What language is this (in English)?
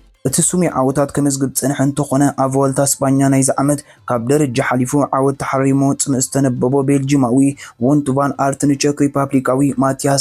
Tigrinya